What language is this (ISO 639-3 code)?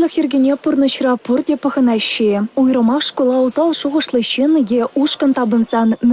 chv